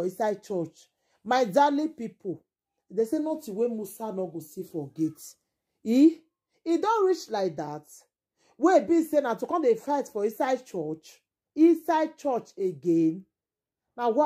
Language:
Nigerian Pidgin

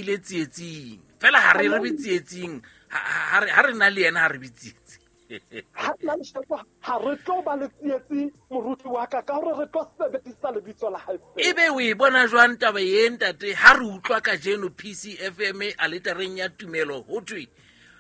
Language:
Southern Sotho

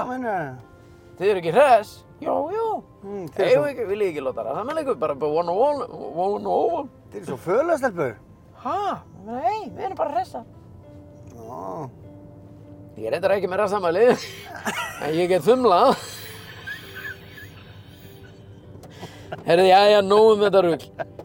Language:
Icelandic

